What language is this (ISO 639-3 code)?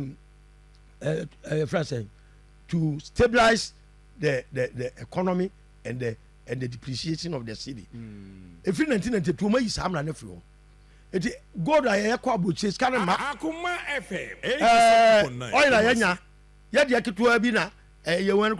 aka